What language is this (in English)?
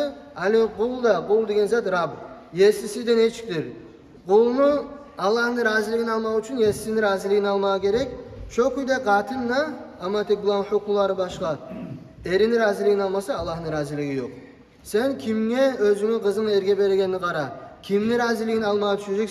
Kumyk